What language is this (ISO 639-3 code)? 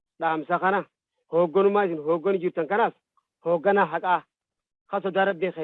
orm